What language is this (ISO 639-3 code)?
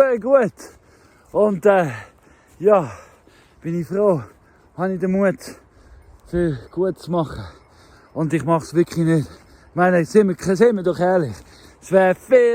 gsw